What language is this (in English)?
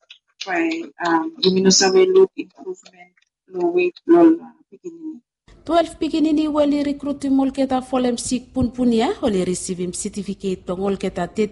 Bislama